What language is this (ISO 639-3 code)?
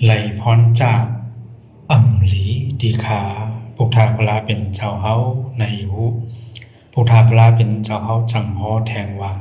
shn